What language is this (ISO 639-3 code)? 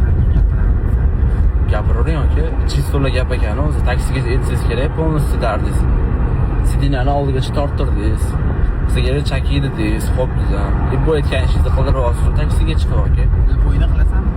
uzb